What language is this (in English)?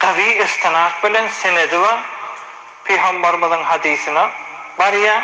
Turkmen